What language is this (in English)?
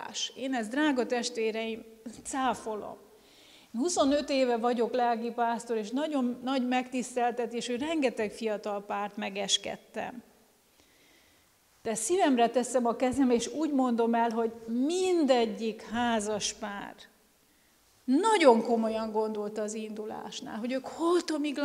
Hungarian